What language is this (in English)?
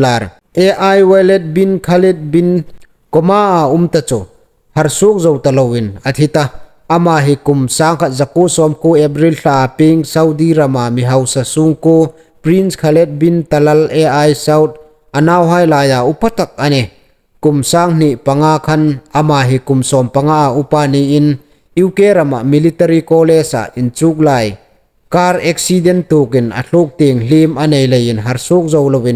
Hmar